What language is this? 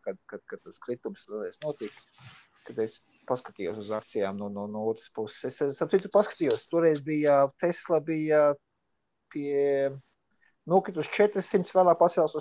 Latvian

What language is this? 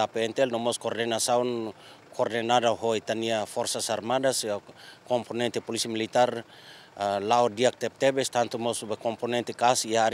Tetum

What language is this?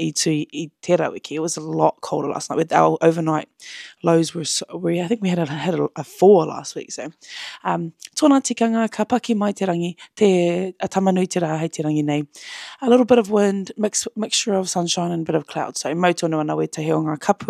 Māori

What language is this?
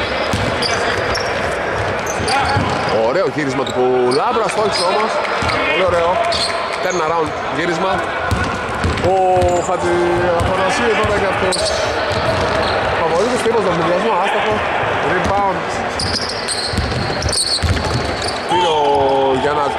Greek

